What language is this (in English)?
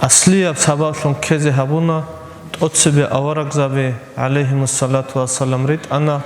Avaric